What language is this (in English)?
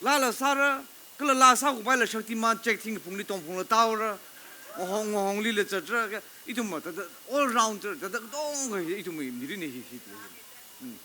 Tangkhul Naga (India)